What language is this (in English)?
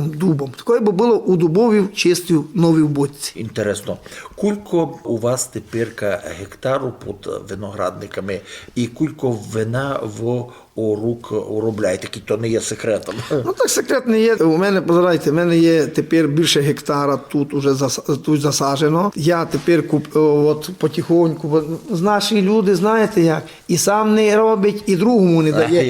Rusyn